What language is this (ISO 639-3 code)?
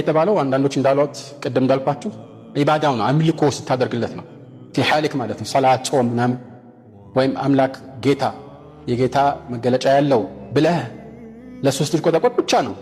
amh